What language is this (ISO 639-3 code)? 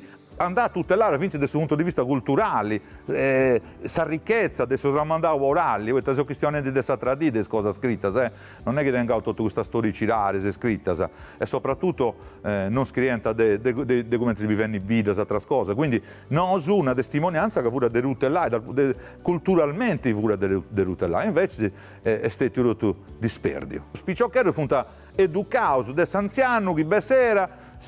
srd